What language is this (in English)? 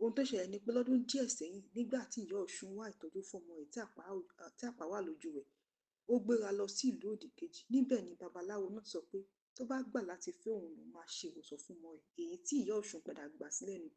Yoruba